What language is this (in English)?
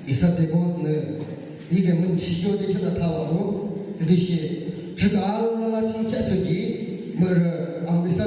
Yimchungru Naga